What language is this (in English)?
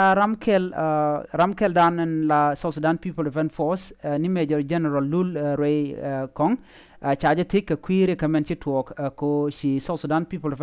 Nuer